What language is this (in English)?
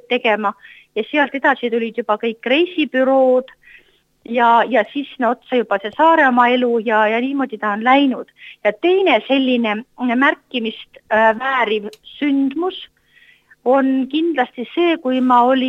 Estonian